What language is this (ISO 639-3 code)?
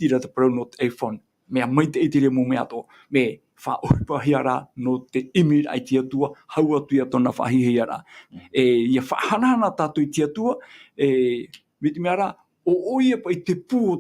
tah